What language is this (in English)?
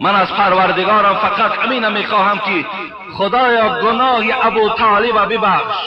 Tajik